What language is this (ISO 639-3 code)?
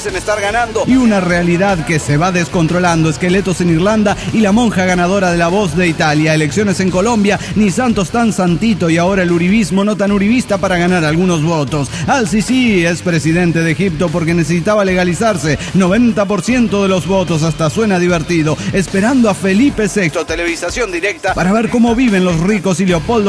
spa